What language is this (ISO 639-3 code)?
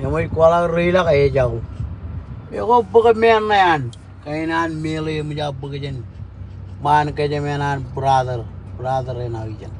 mah